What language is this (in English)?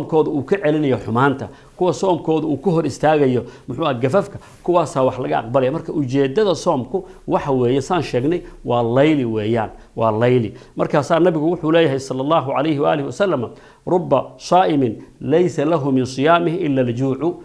Somali